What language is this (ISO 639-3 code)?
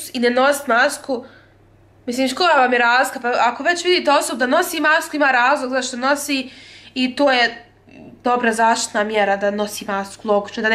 hrv